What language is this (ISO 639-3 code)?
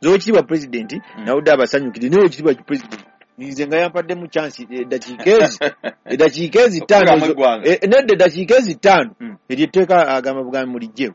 lug